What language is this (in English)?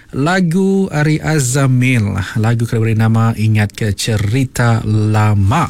Iban